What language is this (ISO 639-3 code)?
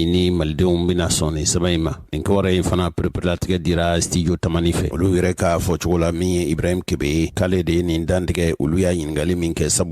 bam